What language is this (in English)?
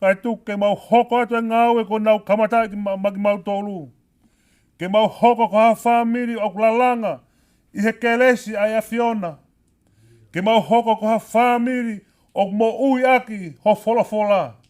Tongan